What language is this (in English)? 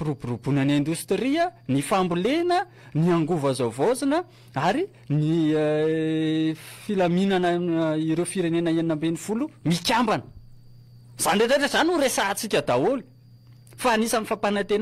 Malagasy